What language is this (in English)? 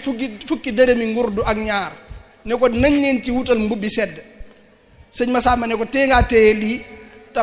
Wolof